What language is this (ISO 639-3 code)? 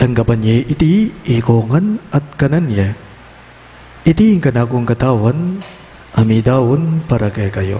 pam